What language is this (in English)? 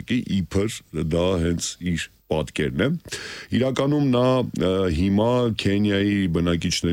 Armenian